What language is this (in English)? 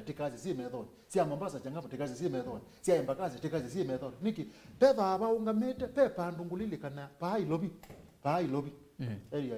Kamba